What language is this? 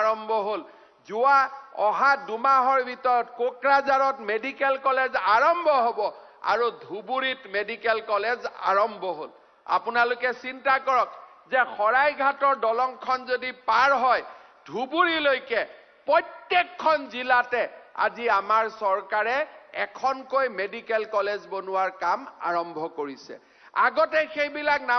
Assamese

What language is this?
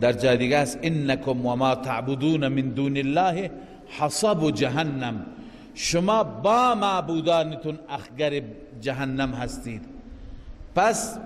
Persian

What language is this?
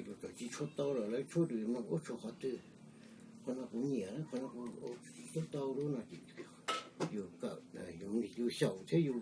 Hmong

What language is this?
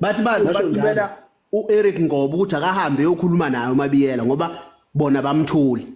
Zulu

